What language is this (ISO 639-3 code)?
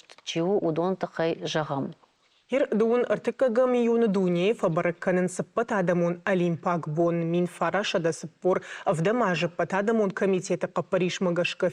oss